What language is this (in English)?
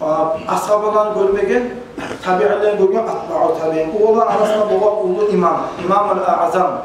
Kumyk